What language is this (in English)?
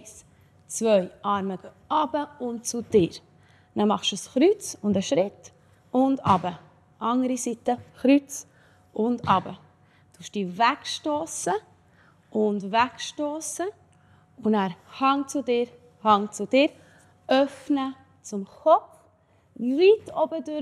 Swiss German